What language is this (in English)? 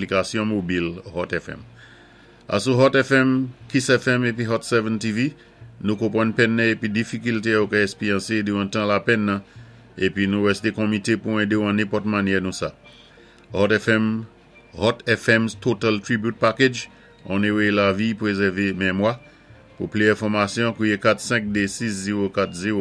Saint Lucian Creole French